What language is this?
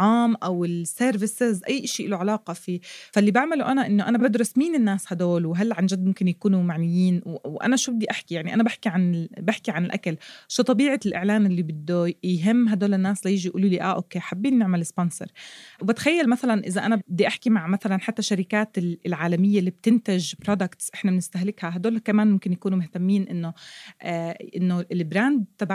North Levantine Arabic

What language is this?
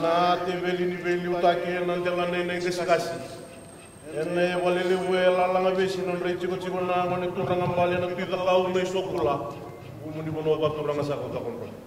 Fijian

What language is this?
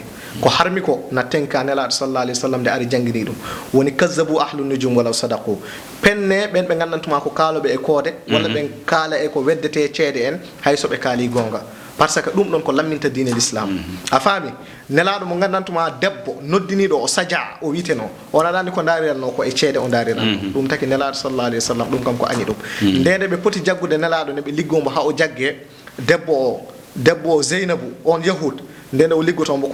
Fula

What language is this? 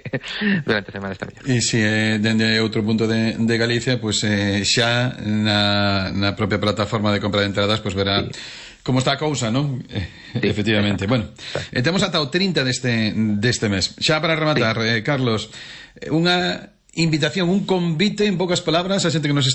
Galician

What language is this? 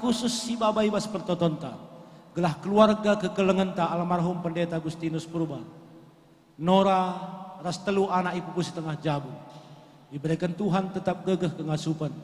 Batak Karo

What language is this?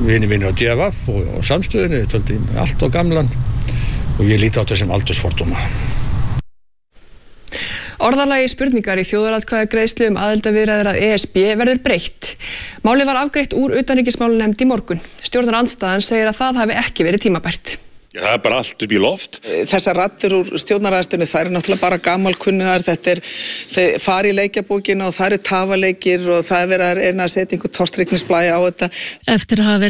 Icelandic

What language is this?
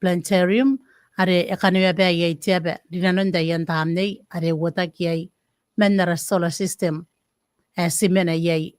Gilbertese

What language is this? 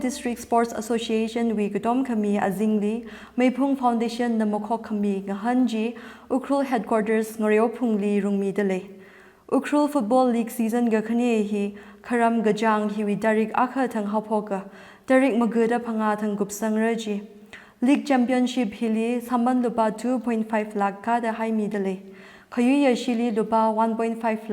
Tangkhul Naga (India)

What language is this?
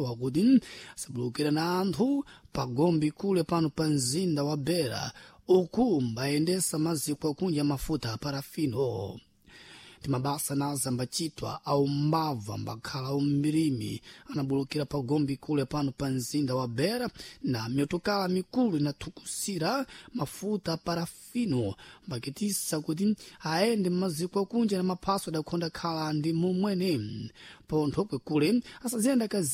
Sena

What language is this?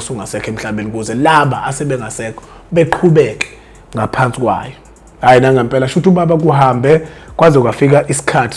Zulu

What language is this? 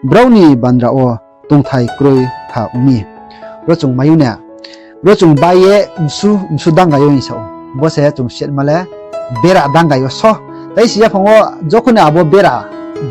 Riang (India)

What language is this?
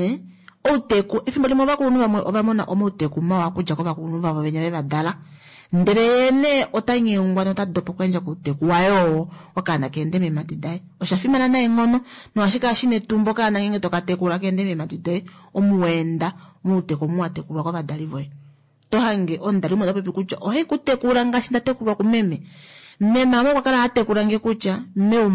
Kuanyama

